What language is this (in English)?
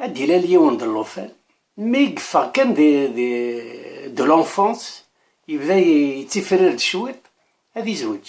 Kabyle